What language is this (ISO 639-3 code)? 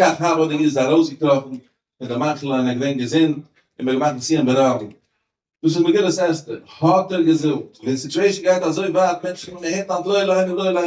yid